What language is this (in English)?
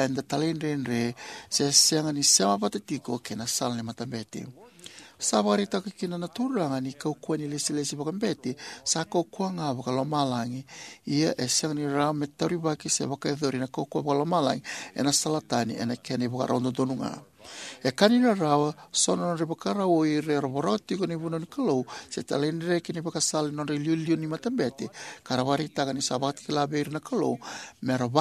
Fijian